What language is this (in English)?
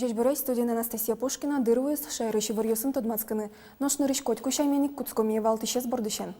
Udmurt